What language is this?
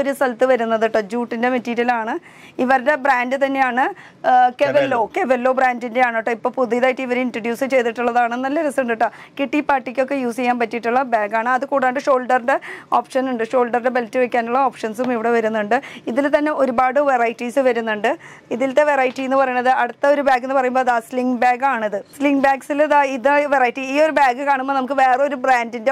Malayalam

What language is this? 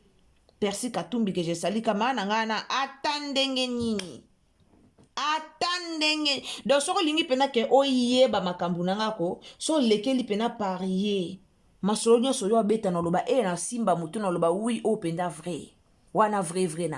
Lingala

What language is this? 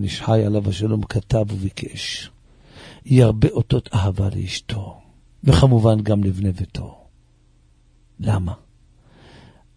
Hebrew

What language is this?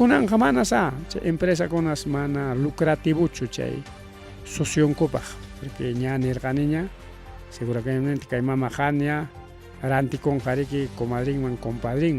Ayacucho Quechua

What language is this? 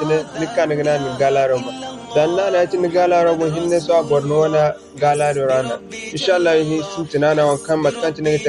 Zarma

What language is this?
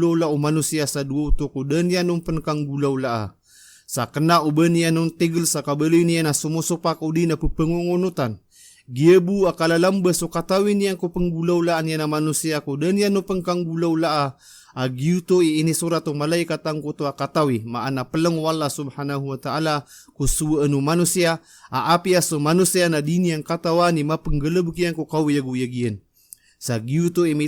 Maranao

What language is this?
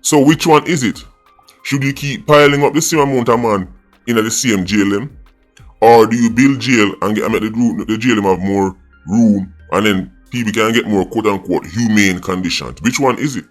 Jamaican Creole English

